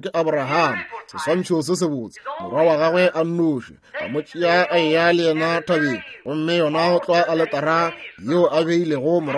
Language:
Northern Sotho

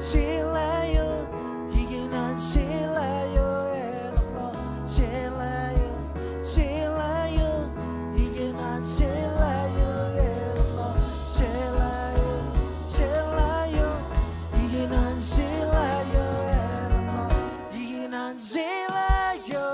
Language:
Marshallese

